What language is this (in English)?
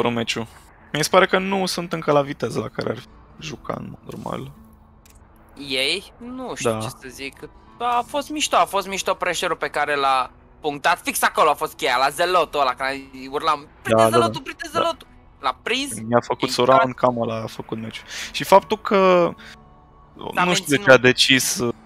Romanian